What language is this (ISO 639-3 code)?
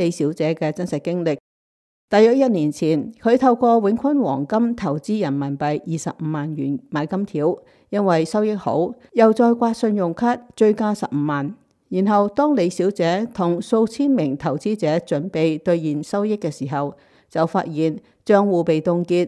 yue